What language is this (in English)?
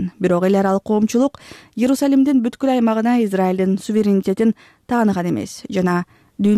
Kyrgyz